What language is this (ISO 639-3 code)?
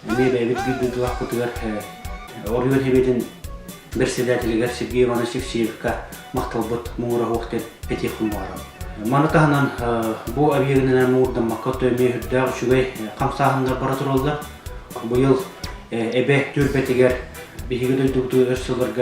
sah